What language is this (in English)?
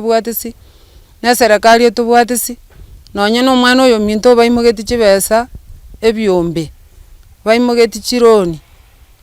Gusii